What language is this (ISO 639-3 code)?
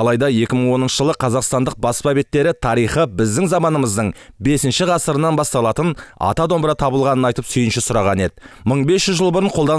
kaz